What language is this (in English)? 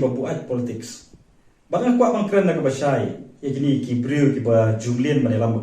Khasi